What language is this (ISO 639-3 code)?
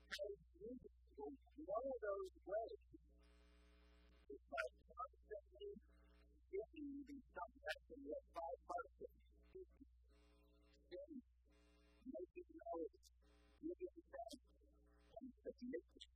eng